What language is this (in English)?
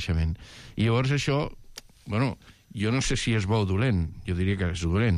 Catalan